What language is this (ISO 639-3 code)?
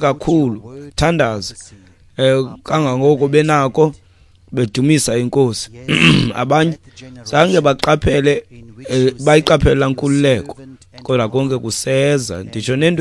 xho